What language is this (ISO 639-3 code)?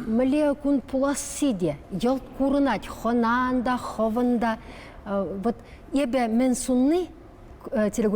chv